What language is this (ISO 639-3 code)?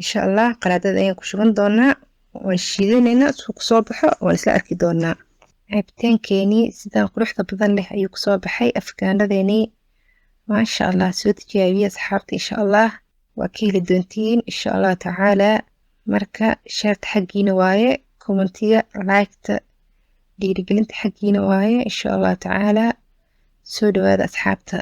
som